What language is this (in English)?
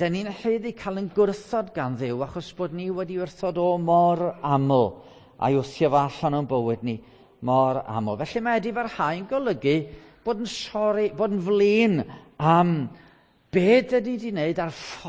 Welsh